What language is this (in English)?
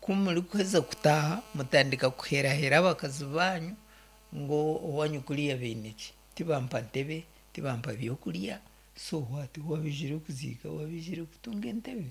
Nyankole